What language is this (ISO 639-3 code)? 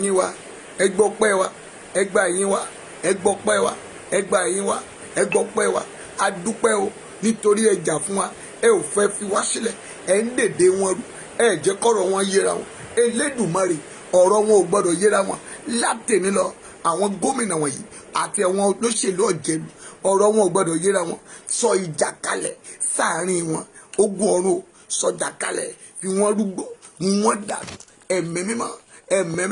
yor